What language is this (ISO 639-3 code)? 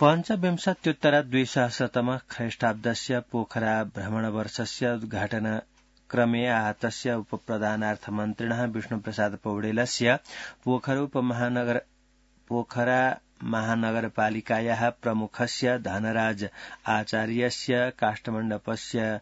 san